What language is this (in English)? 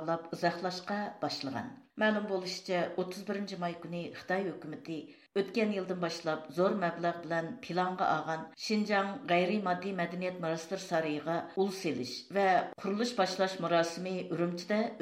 Uyghur